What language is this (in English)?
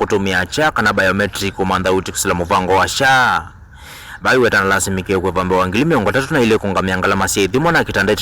Kamba